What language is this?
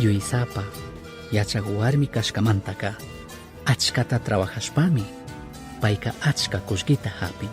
Chimborazo Highland Quichua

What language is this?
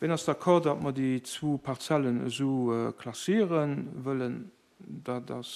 Luxembourgish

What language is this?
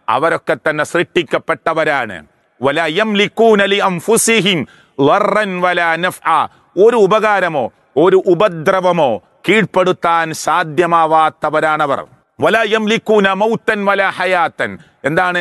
Malayalam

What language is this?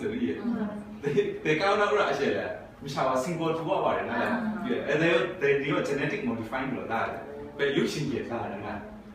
Kachin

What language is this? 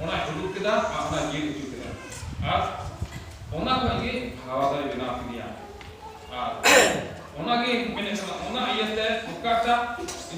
Santali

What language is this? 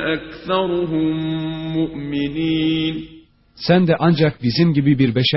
Turkish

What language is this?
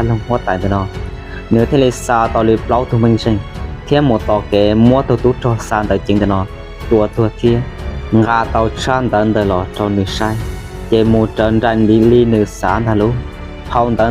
Hmong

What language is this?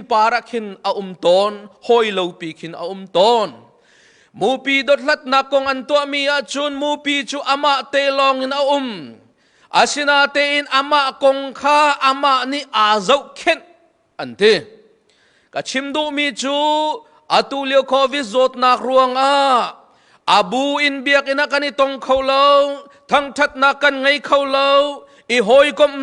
Hakha Chin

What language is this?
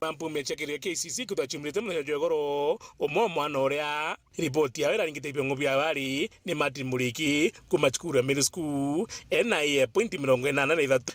Meru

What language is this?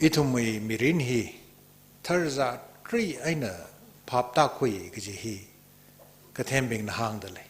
Tangkhul Naga (India)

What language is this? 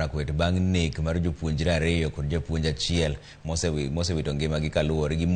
Luo (Kenya and Tanzania)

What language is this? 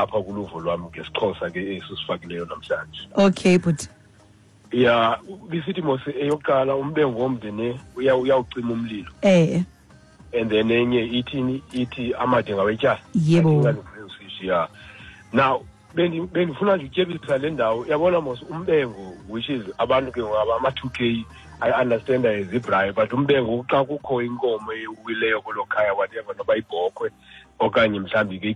Xhosa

